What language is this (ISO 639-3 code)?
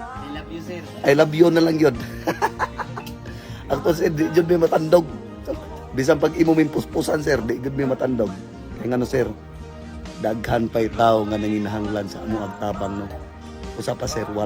ceb